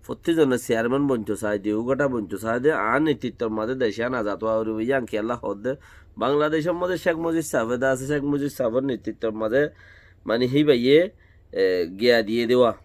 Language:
Rohingya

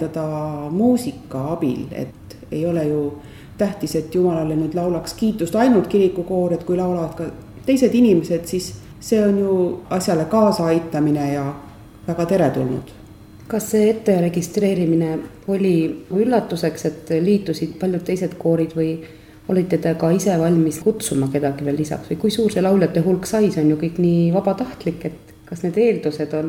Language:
Estonian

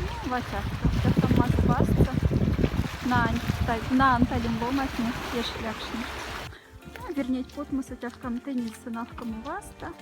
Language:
Moksha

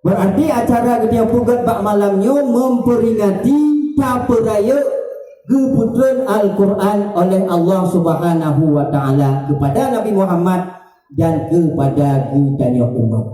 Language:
Achinese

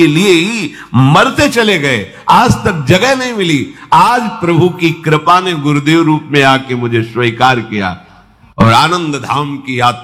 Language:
Hindi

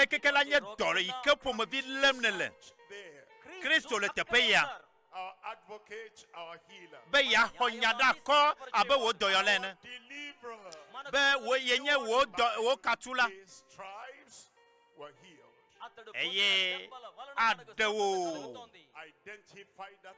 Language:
Ewe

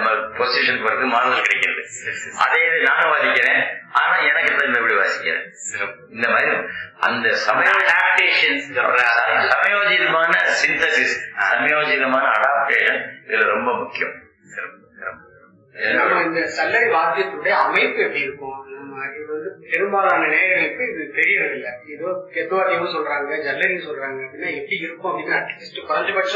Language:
Tamil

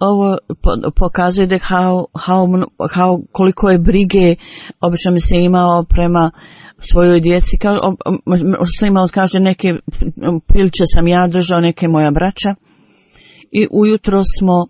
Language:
Bosnian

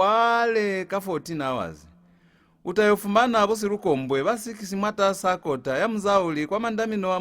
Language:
Lozi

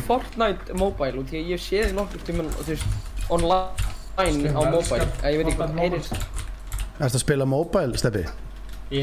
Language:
Icelandic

